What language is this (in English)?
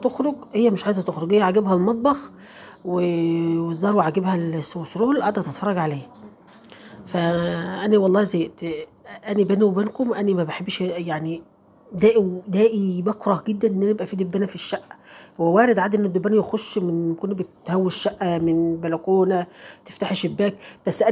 Egyptian Arabic